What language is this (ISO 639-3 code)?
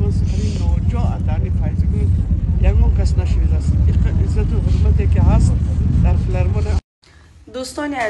tgk